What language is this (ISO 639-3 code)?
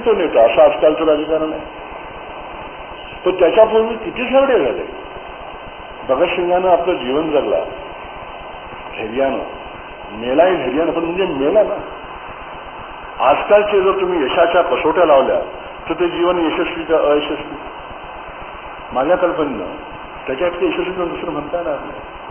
mar